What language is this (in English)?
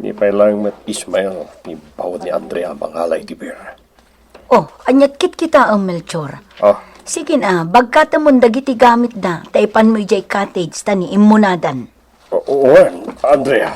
Iloko